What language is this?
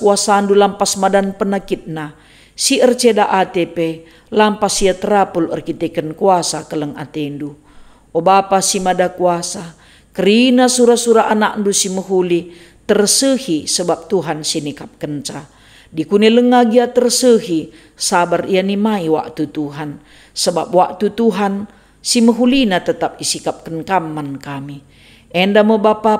Batak Karo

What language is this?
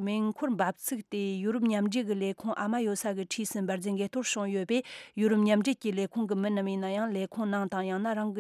Tibetan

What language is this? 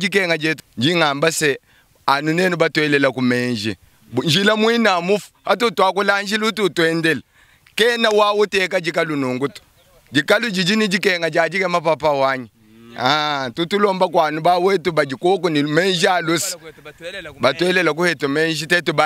Luba-Lulua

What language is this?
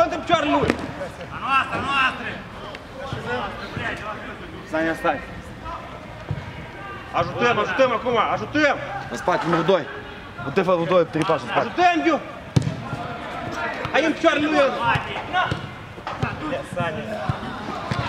Romanian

